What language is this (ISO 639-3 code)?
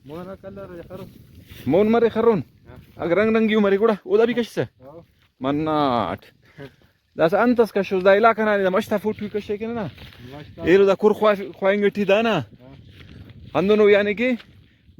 brh